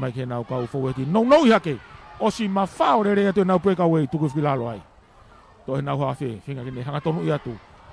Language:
Tongan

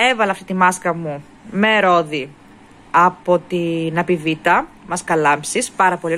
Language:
Greek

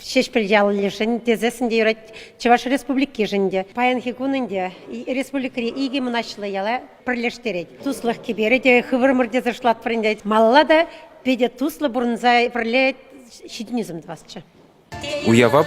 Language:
Chuvash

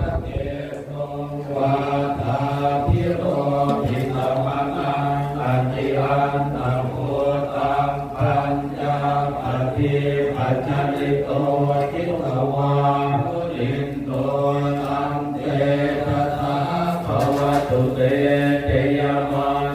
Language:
Pali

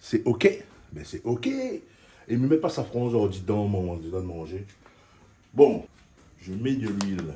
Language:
Réunion Creole French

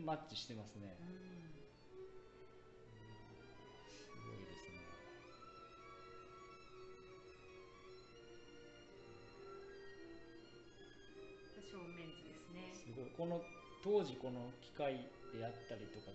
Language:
Japanese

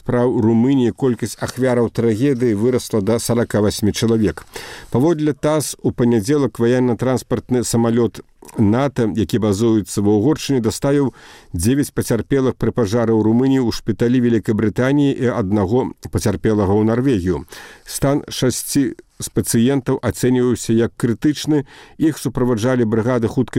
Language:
Belarusian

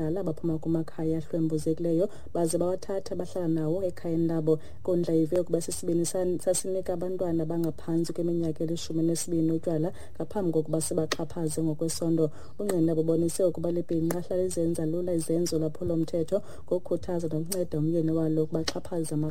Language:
Xhosa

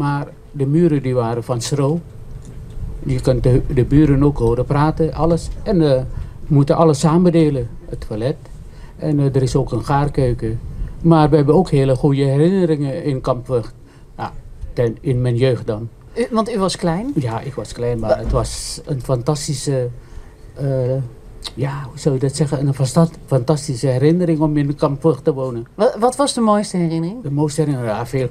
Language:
Dutch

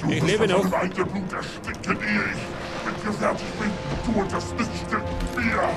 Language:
Bavarian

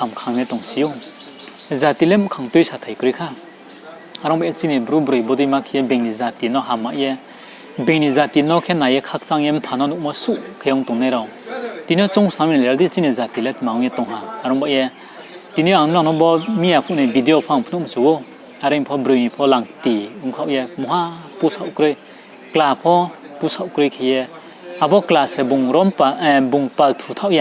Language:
Riang (India)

